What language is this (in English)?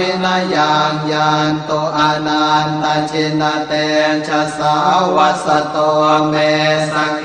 Pali